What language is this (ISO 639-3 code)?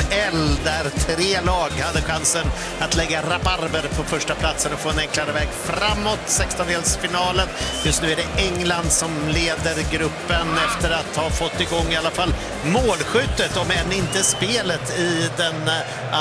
swe